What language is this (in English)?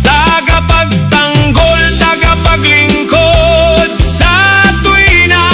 Bikol